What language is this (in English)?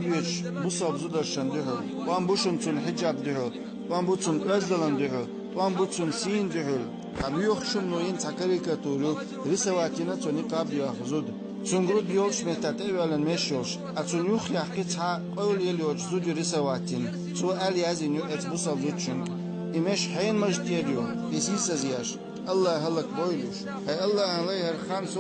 Chechen